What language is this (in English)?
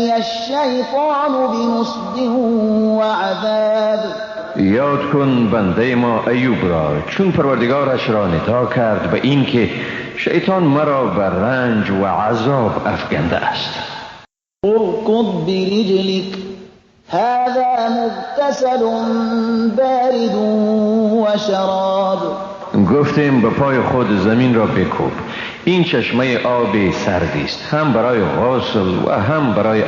Persian